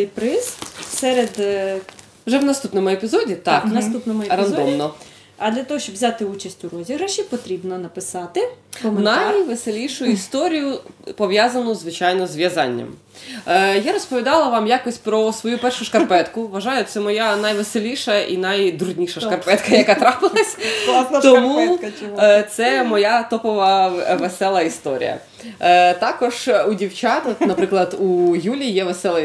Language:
Ukrainian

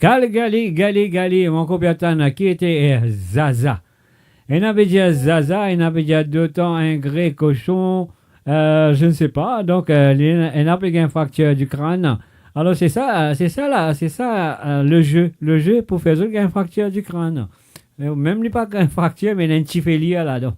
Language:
Morisyen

